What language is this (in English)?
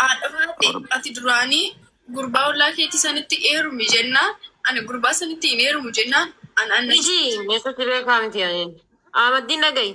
Oromo